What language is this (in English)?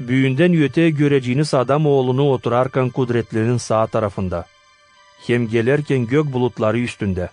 Gagauz